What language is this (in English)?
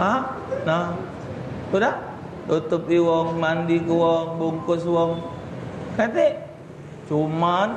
Musi